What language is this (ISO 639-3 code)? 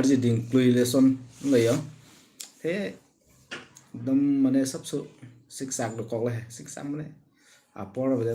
mjw